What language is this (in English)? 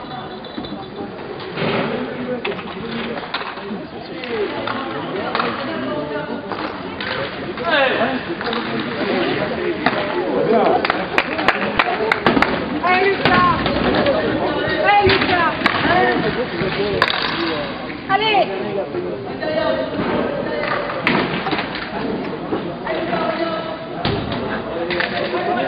French